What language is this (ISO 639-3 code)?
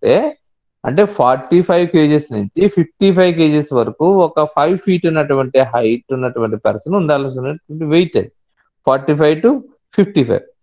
tel